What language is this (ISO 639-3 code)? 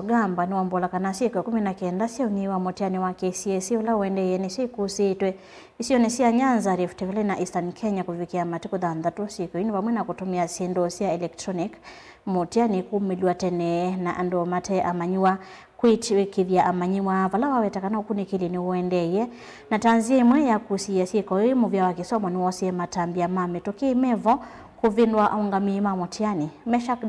kam